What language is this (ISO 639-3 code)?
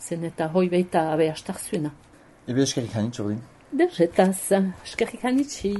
eus